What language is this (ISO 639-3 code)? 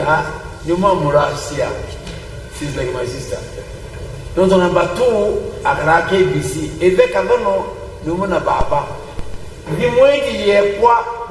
mer